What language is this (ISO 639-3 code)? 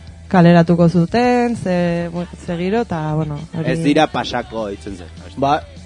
eus